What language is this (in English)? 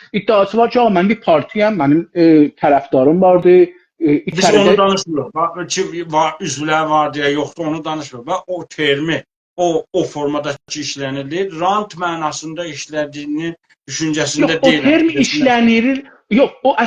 South Azerbaijani